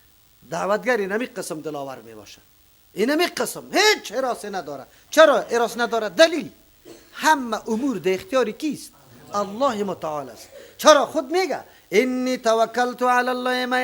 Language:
Persian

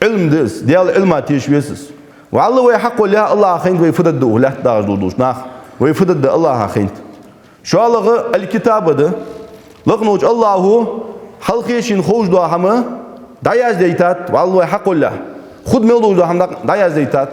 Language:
Ingush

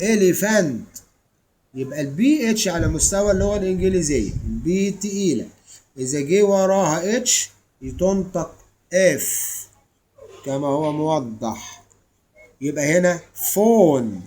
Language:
Egyptian Arabic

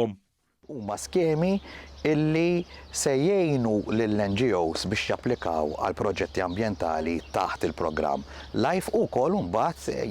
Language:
Maltese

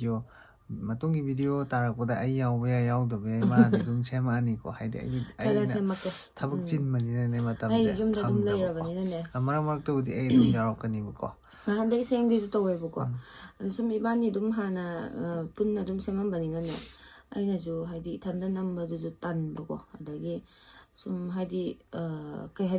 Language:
Manipuri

